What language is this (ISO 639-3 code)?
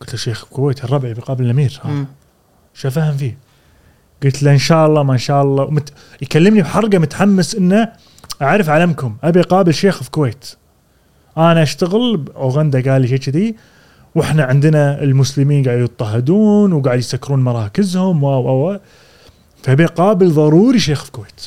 afb